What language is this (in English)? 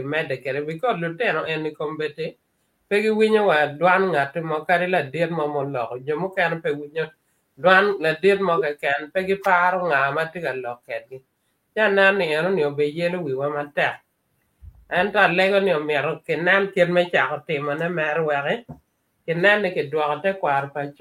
Acoli